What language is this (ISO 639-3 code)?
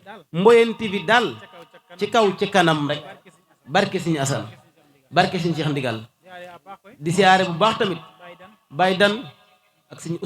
wol